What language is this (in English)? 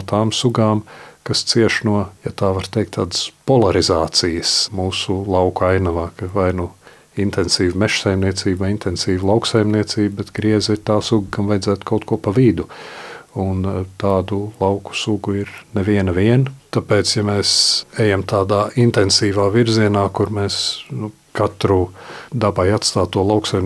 Latvian